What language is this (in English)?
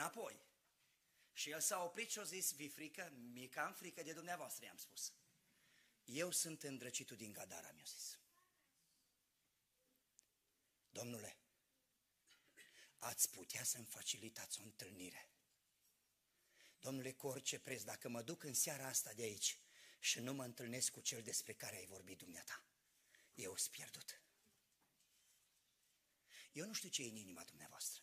Romanian